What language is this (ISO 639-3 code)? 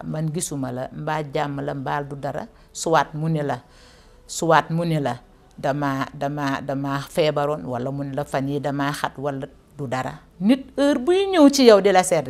wol